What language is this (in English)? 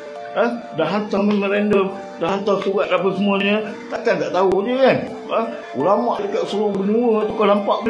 Malay